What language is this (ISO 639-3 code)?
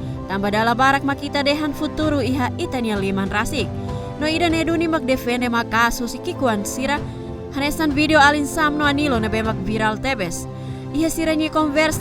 tet